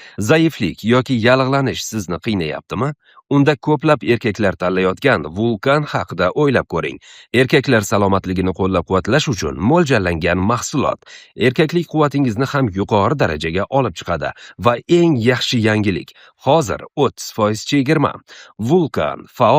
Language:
Uzbek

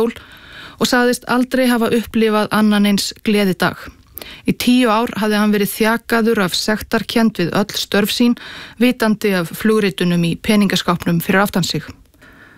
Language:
Icelandic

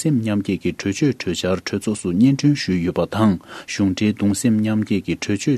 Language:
Tibetan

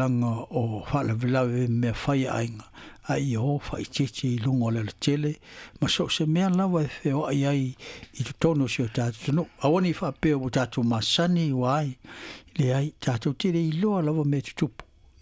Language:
Samoan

